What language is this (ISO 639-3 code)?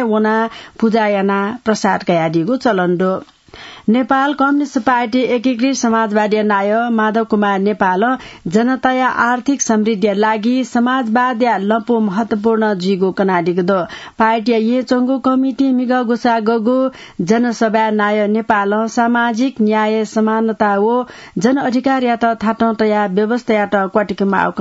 new